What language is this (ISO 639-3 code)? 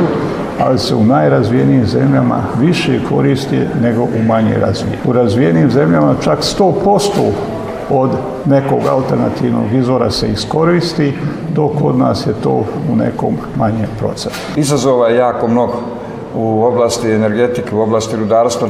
bos